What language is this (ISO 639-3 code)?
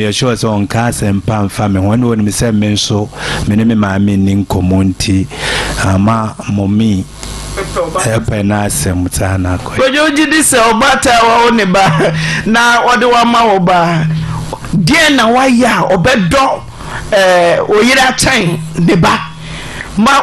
aka